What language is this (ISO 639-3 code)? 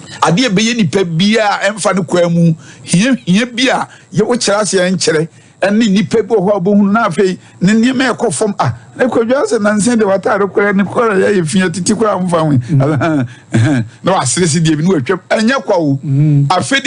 aka